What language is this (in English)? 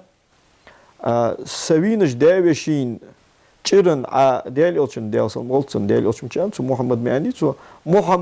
Ingush